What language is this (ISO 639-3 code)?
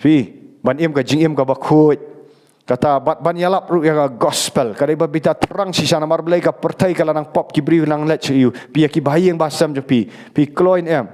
kha